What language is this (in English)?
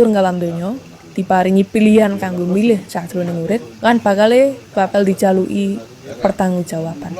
Javanese